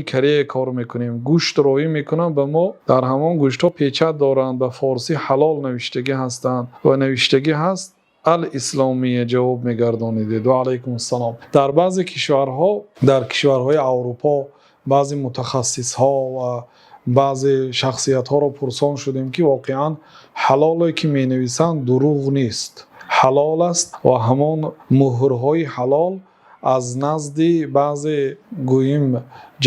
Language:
Tajik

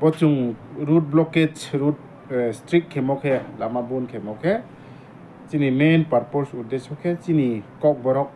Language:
Riang (India)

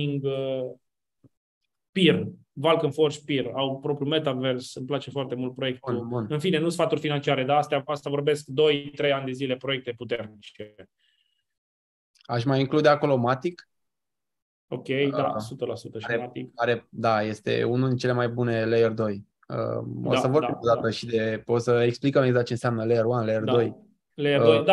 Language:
Romanian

